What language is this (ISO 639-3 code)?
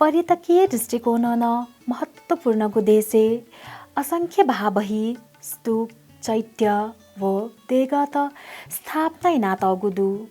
new